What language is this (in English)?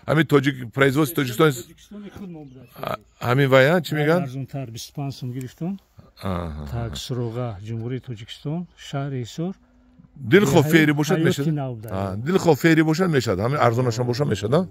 Tajik